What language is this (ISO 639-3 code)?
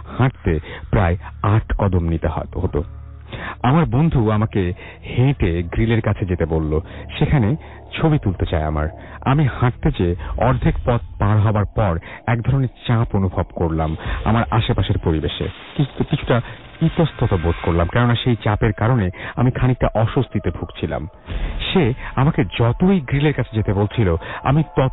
ben